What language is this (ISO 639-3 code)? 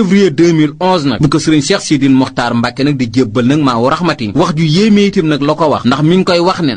wol